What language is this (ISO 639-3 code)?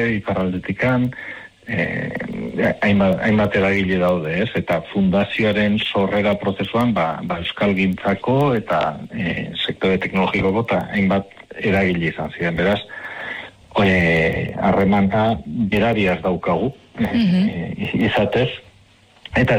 eus